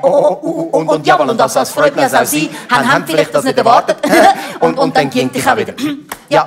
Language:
Swiss German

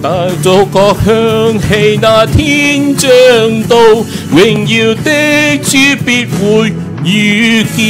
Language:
Cantonese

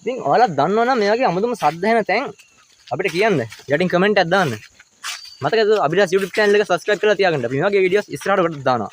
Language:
Sinhala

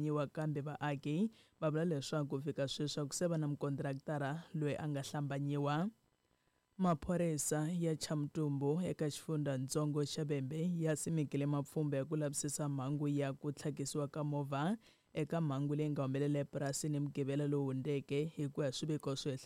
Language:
Tsonga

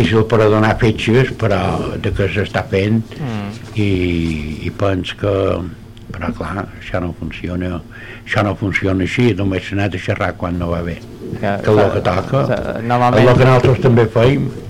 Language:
Catalan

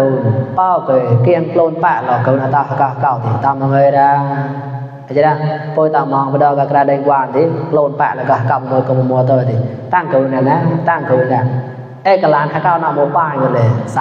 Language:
Mon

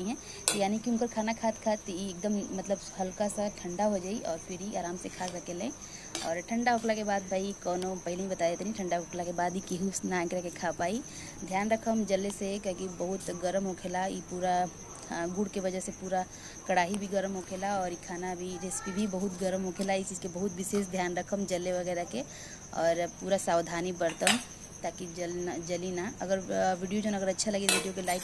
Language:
Bhojpuri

